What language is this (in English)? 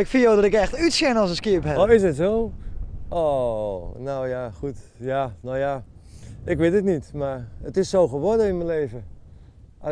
Western Frisian